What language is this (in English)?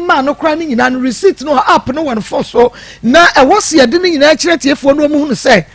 Akan